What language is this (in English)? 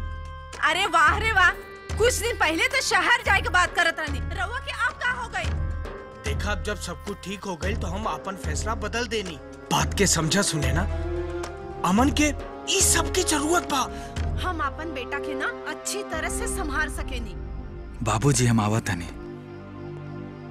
Bhojpuri